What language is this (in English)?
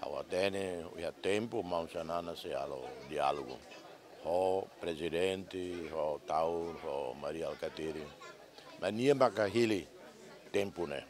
Tetum